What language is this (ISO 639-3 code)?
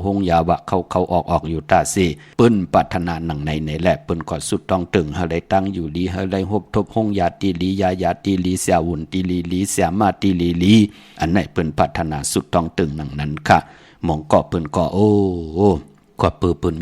shn